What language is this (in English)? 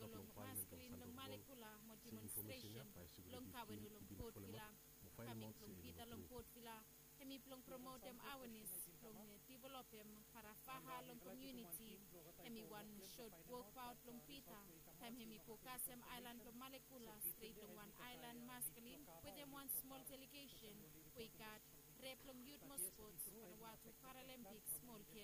Bislama